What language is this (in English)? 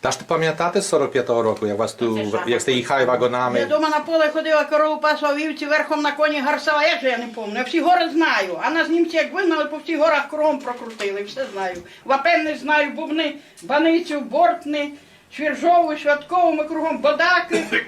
Rusyn